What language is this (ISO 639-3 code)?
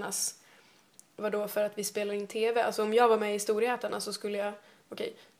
swe